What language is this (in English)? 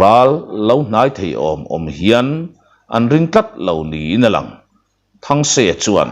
Mizo